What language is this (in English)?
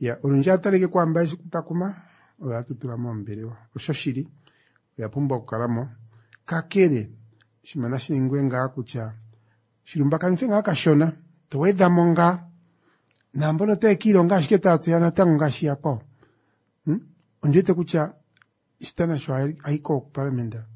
Kuanyama